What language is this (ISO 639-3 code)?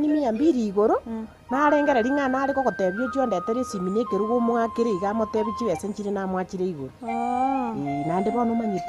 guz